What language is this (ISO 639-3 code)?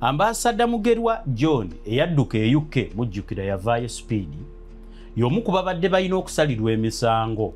lug